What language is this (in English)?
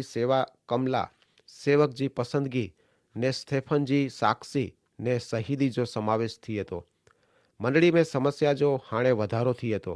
Kachhi